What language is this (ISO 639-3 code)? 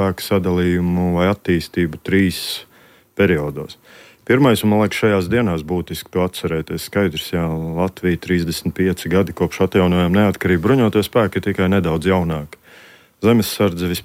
lav